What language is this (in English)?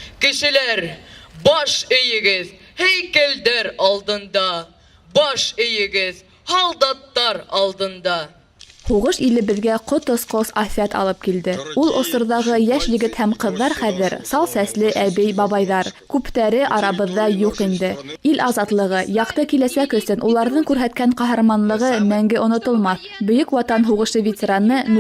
Bashkir